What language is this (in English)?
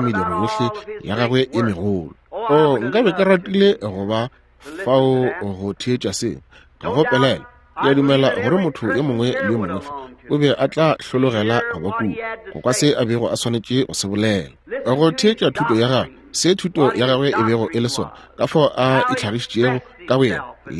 Northern Sotho